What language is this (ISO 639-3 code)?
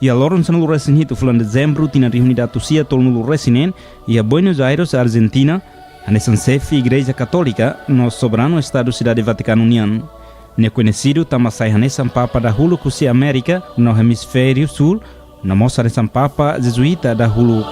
tet